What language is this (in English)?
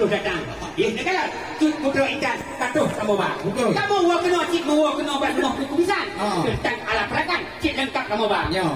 Achinese